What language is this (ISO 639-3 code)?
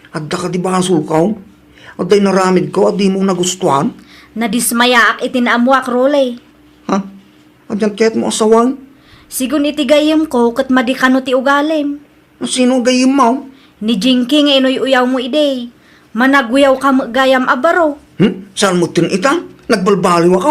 ilo